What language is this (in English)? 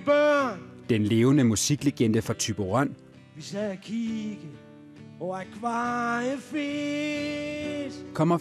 Danish